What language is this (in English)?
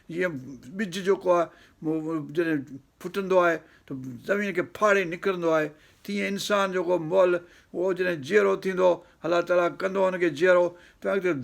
Sindhi